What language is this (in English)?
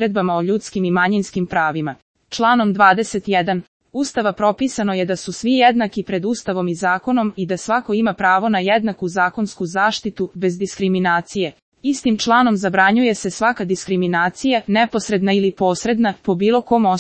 Serbian